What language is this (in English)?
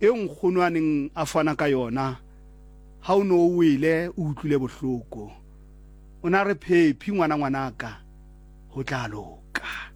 Southern Sotho